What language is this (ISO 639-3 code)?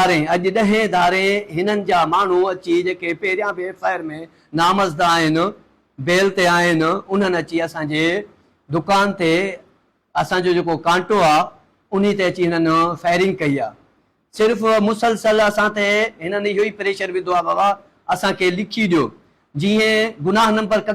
snd